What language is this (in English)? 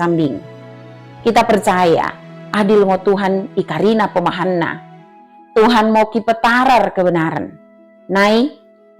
Batak Dairi